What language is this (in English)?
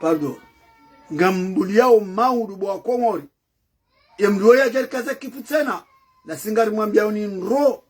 Ngazidja Comorian